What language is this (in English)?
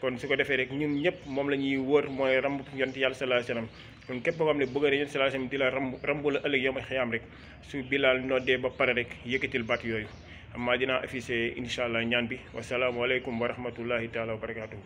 Wolof